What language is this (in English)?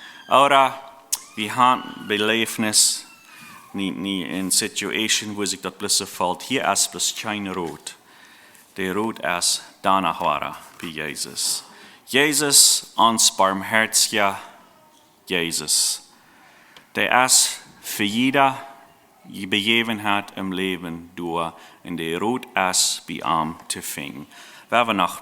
Plautdietsch